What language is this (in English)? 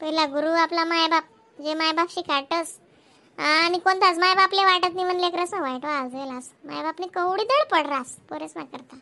Khandesi